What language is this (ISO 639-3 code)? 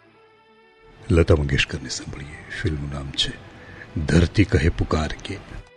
guj